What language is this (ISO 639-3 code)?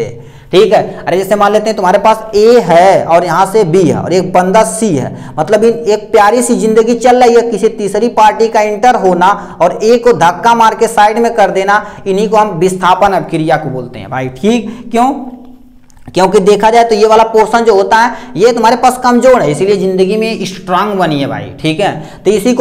hin